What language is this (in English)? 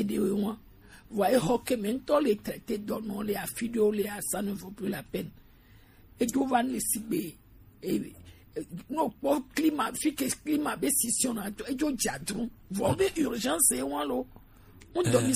Gen